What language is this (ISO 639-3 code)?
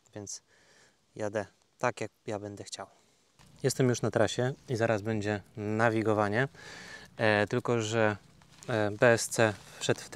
pol